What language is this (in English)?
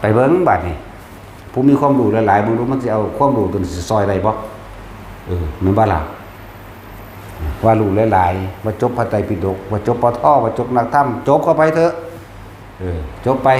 Northeastern Thai